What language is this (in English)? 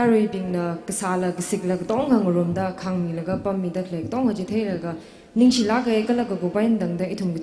Tangkhul Naga (India)